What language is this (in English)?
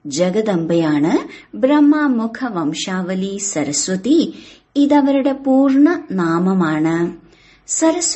Malayalam